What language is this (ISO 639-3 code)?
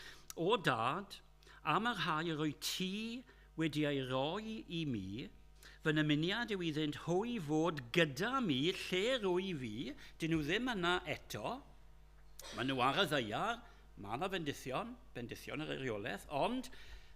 cym